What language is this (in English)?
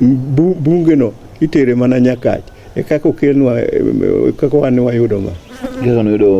Luo (Kenya and Tanzania)